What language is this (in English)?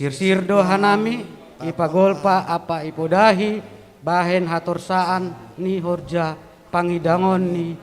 Batak Simalungun